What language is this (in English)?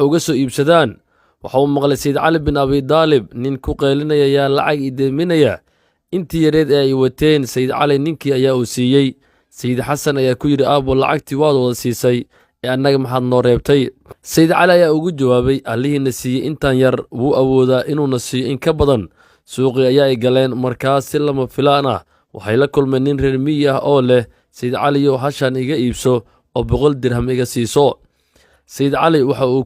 Somali